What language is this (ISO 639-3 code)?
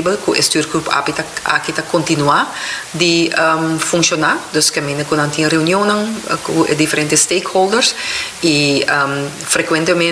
pap